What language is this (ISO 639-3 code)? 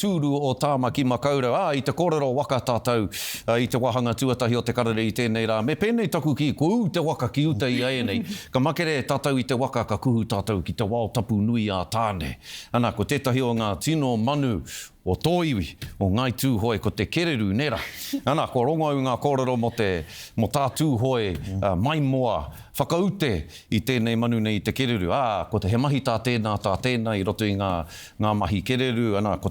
mri